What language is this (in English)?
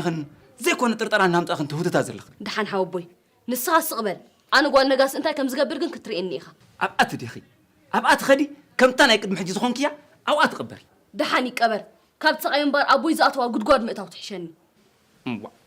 Tigrinya